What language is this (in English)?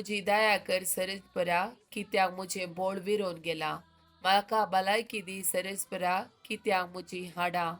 Konkani